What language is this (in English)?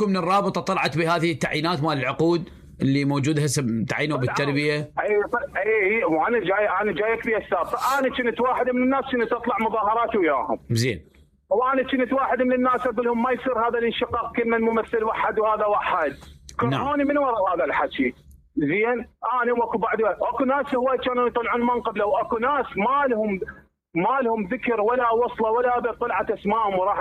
Mesopotamian Arabic